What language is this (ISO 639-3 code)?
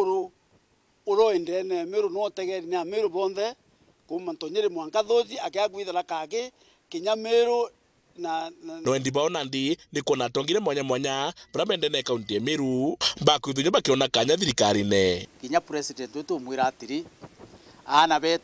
mer